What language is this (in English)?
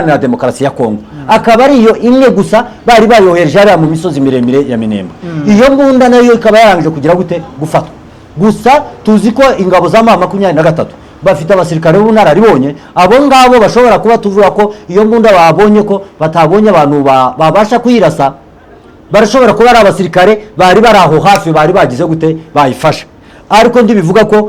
Kinyarwanda